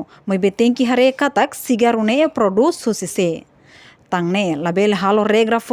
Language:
Tetum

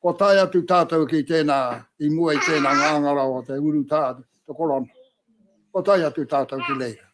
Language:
Māori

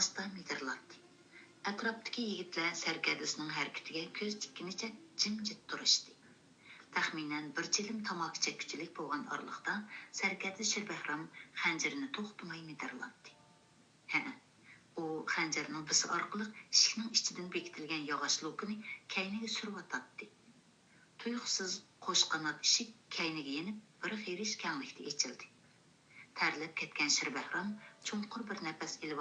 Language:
Uyghur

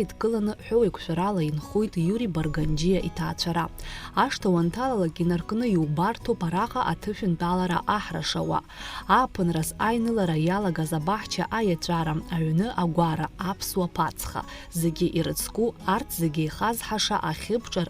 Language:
Abkhazian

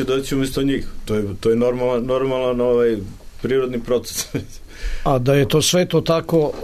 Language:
Serbian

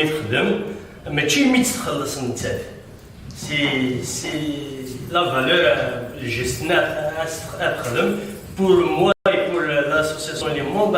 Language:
Kabyle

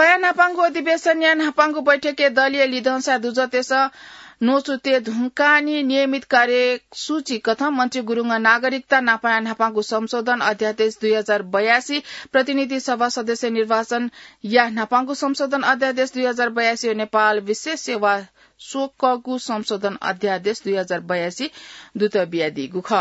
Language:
Newari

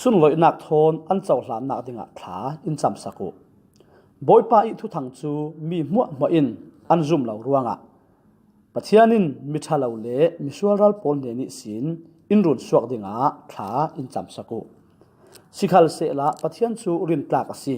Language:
Falam Chin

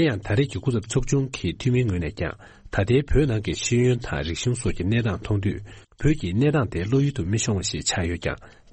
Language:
Tibetan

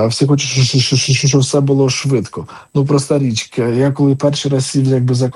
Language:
Ukrainian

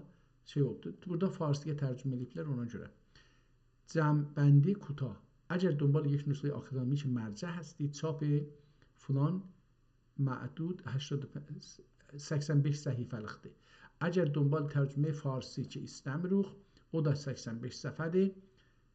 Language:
South Azerbaijani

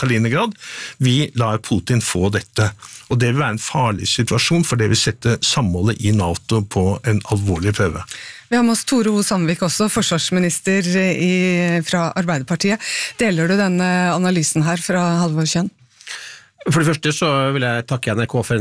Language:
Norwegian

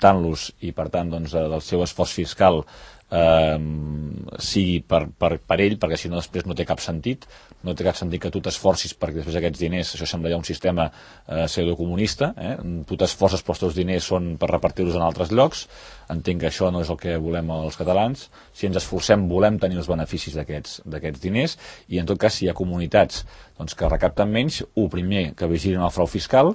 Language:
Catalan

